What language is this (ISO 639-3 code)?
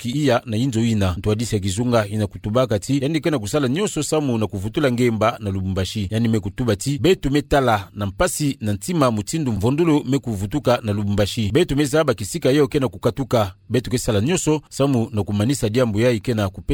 ktu